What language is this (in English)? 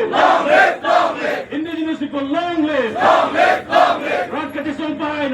Karbi